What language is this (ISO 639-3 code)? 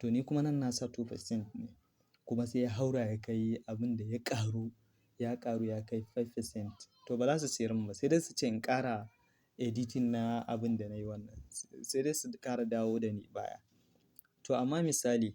hau